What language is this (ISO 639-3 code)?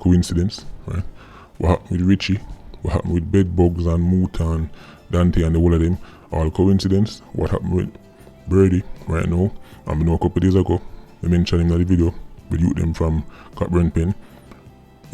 jam